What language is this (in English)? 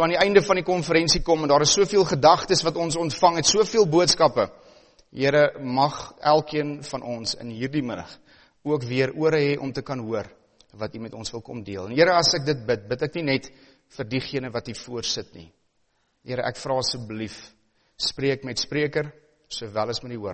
Afrikaans